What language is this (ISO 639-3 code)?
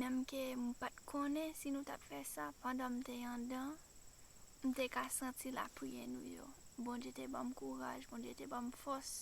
hat